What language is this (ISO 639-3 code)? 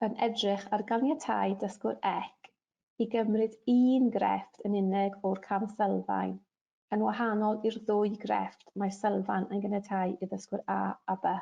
cym